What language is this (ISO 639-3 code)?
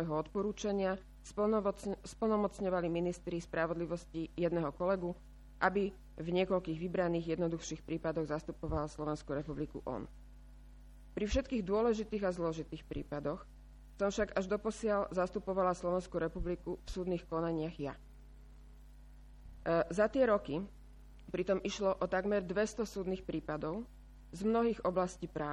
slk